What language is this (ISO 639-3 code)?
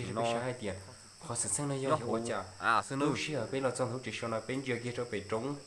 hmn